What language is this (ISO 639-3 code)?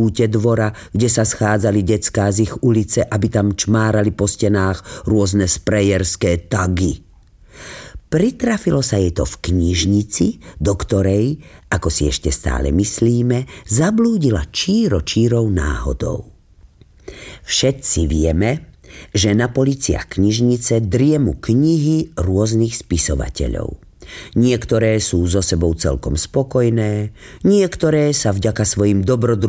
slk